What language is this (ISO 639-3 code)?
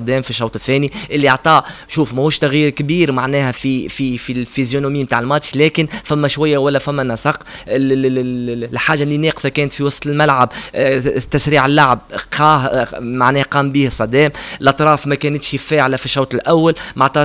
aeb